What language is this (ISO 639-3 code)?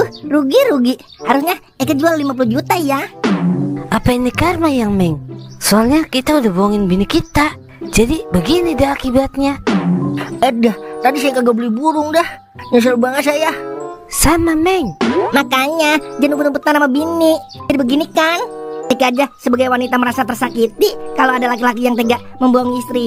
bew